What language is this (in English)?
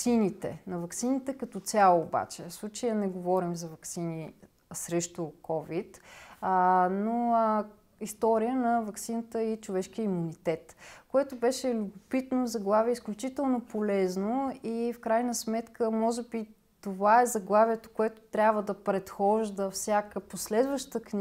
Bulgarian